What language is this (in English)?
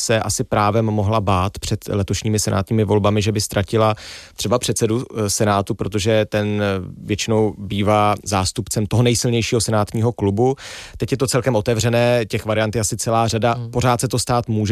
Czech